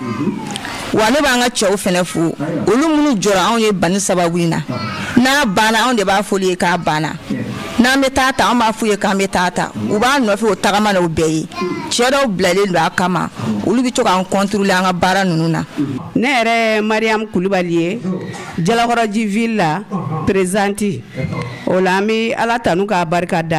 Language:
Bambara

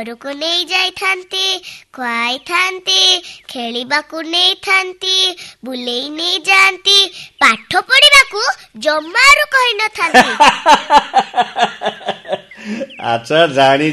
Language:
Odia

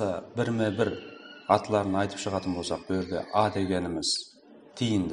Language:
Kara-Kalpak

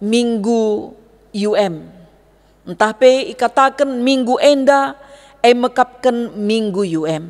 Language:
Batak Karo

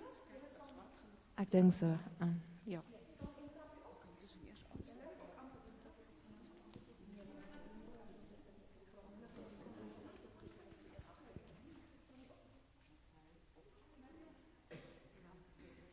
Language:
Afrikaans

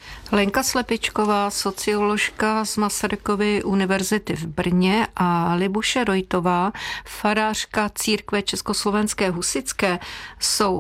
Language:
Czech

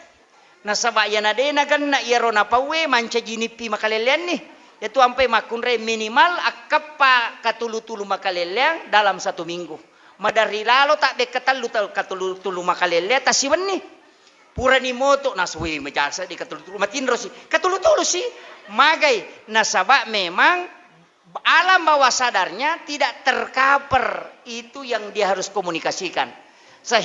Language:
Buginese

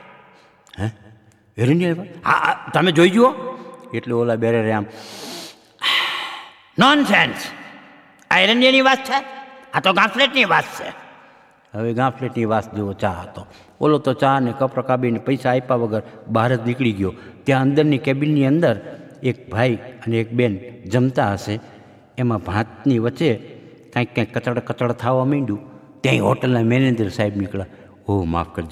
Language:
Gujarati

